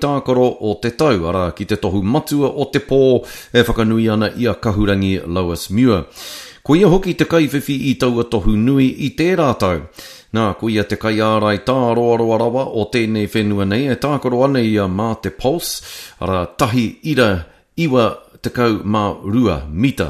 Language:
Māori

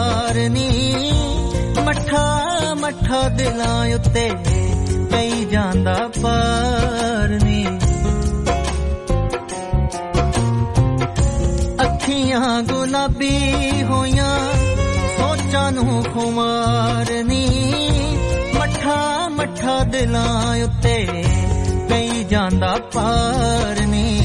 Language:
Punjabi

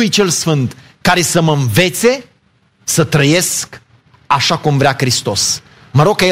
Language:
Romanian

